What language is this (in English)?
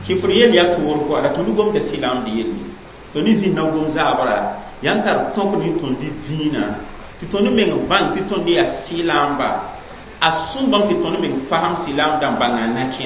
Mossi